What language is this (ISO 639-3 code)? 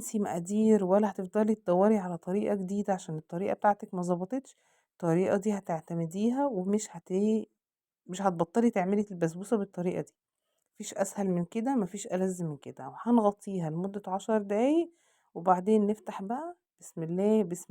arz